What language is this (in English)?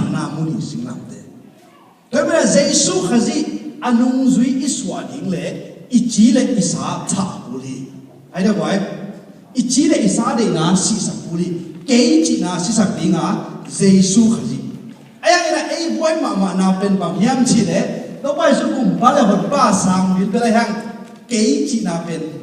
Tedim Chin